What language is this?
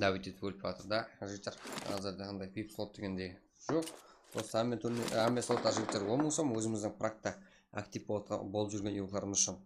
Kara-Kalpak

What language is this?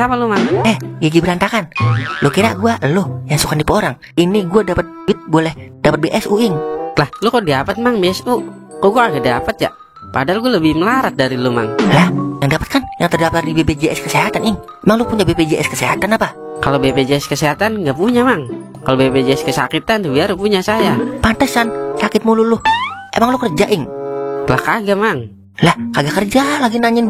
Betawi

